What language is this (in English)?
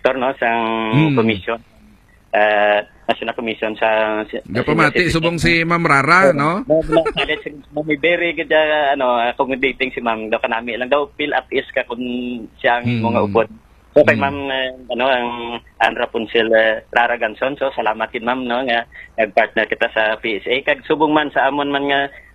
Hiligaynon